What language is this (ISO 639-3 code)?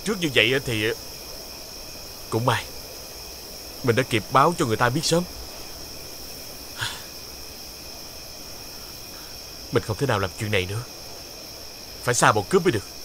vie